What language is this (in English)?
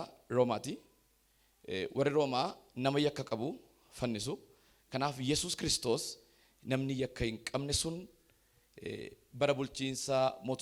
Oromo